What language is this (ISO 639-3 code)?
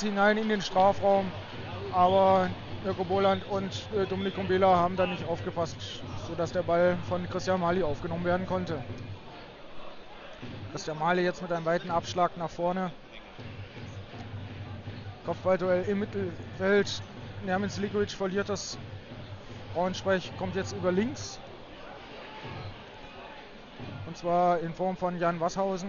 deu